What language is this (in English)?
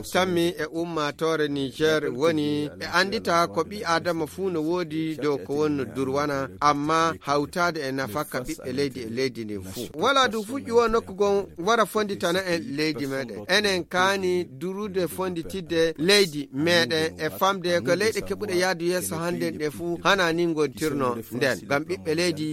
Fula